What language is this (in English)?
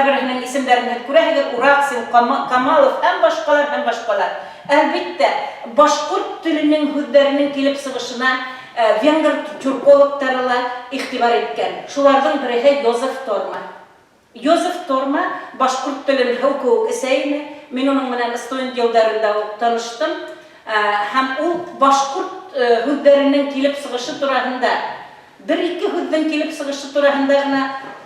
Bashkir